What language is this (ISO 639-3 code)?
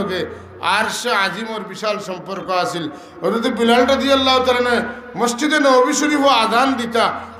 syl